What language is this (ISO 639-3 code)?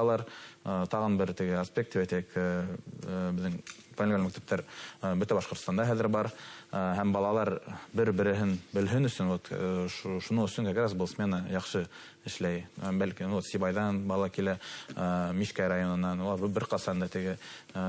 bak